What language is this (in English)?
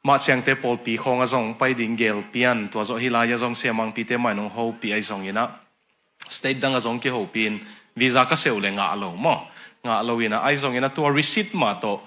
Tedim Chin